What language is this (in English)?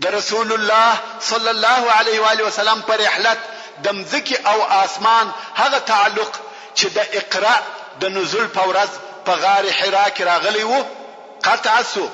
Pashto